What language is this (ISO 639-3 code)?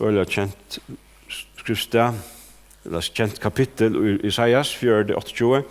fao